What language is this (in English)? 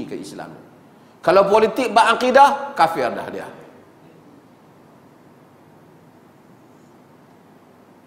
Malay